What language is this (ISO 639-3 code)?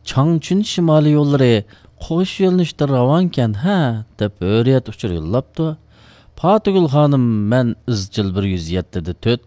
uig